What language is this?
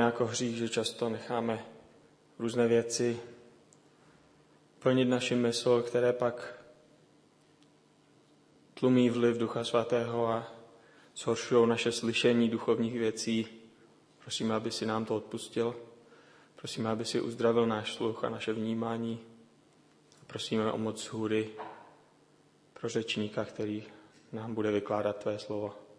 Czech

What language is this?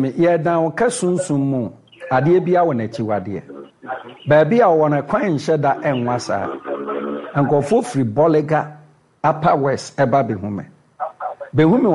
Akan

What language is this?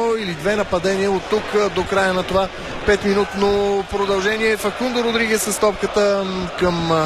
Bulgarian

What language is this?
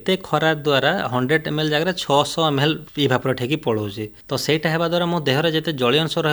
Odia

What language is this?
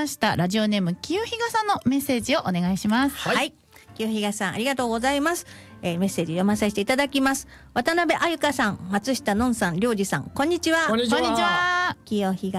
Japanese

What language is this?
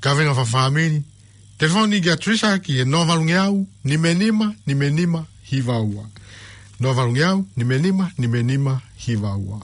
Tongan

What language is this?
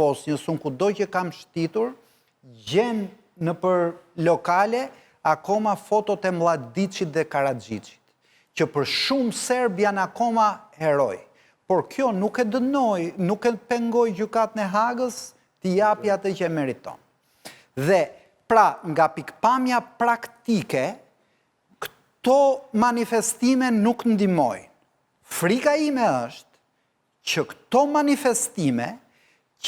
Albanian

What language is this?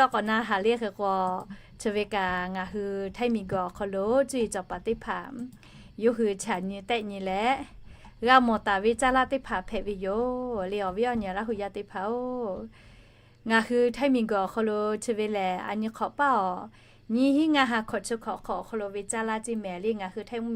Lahu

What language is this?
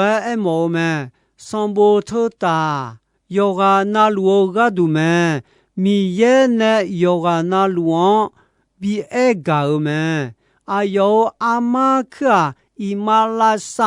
Akha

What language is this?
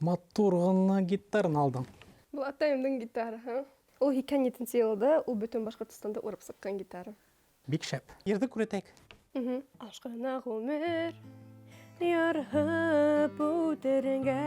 Bashkir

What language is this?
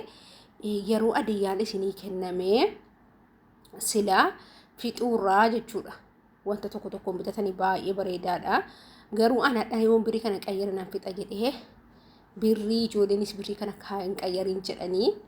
Oromo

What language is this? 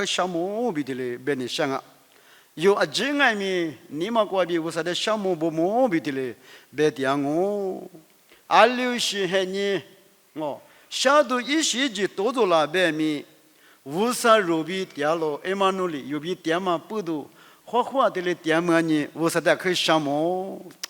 Lisu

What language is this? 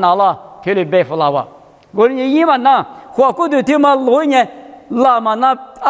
Lisu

